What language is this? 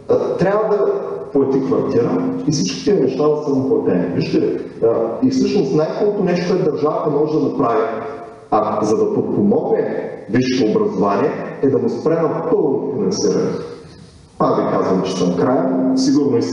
Bulgarian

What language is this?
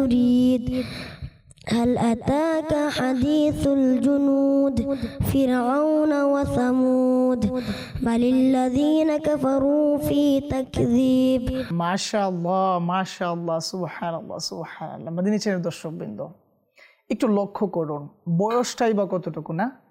Bangla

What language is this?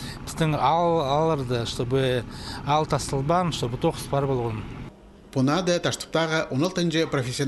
Khakas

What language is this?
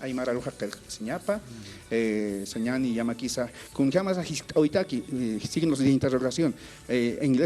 Aymara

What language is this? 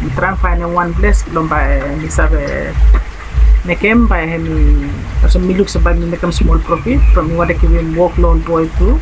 Bislama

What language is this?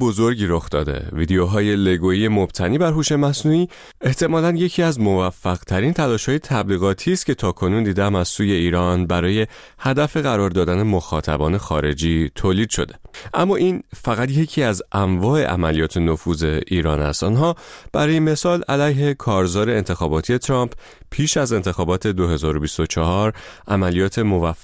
Persian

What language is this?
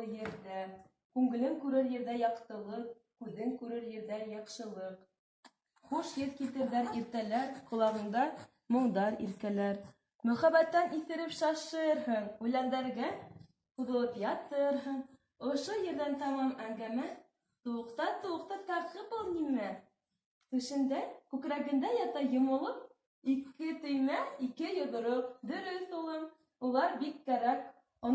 Bashkir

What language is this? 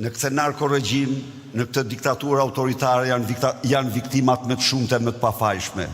Albanian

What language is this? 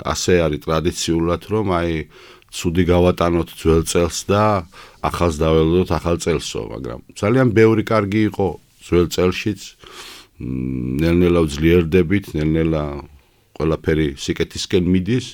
Georgian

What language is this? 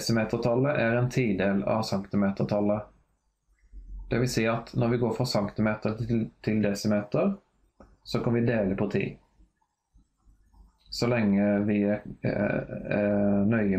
Norwegian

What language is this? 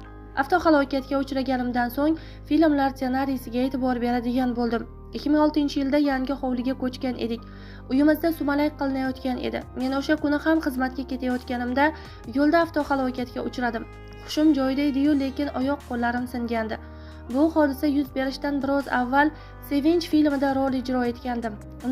Uzbek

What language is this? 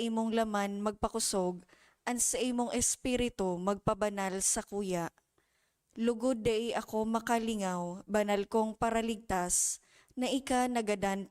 Bikol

